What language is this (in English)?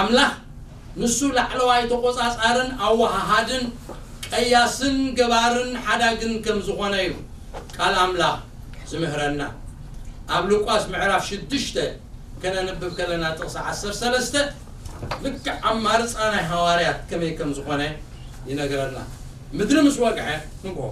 Tigrinya